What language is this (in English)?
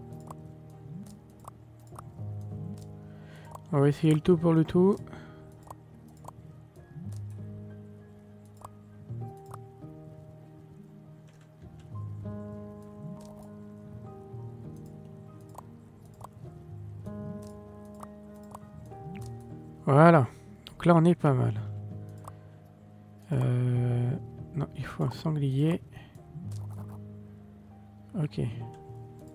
French